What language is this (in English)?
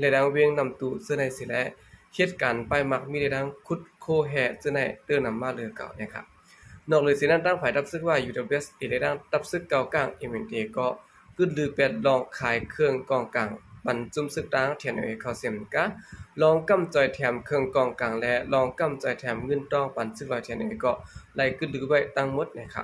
Shan